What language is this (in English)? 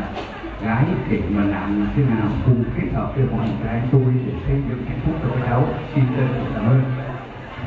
Vietnamese